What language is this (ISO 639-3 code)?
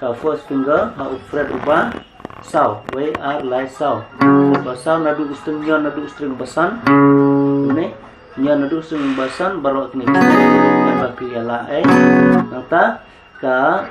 kha